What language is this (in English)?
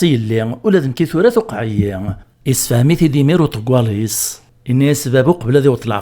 Kabyle